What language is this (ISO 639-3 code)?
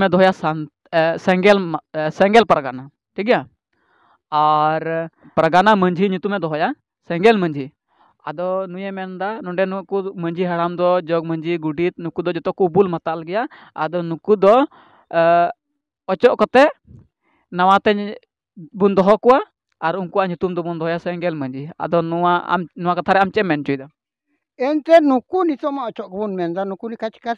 sat